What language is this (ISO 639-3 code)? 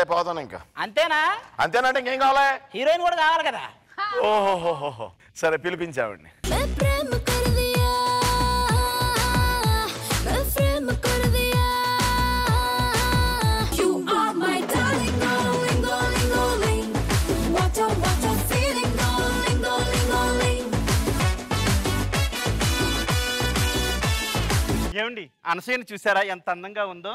tel